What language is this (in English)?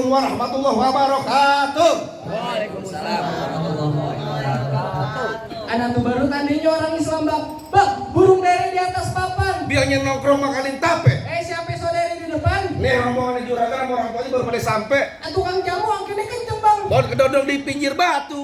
Betawi